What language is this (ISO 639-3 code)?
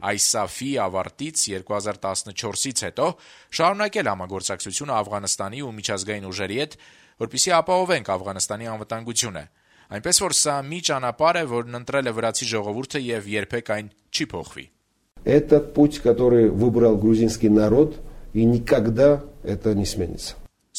hye